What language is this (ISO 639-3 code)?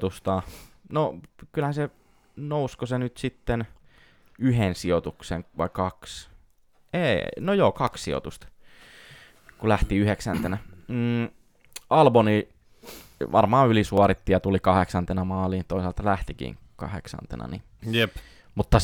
fin